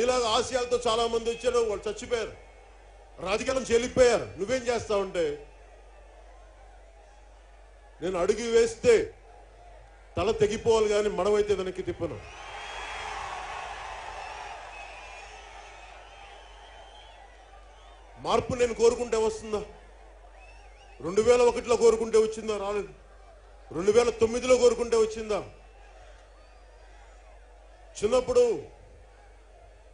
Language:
Telugu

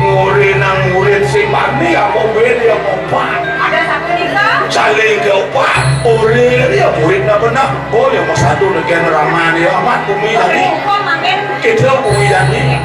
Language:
Balinese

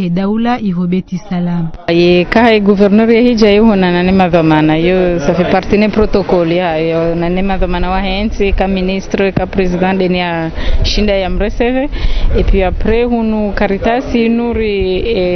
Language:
Ngazidja Comorian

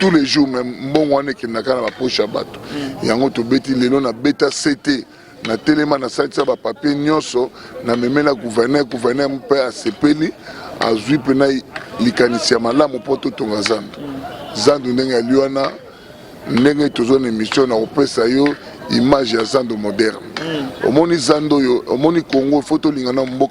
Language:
Lingala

